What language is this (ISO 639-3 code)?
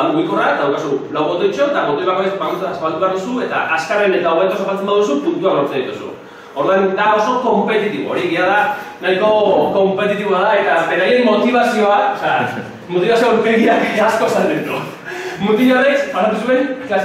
eus